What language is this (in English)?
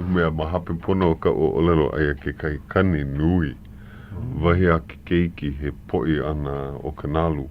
Hawaiian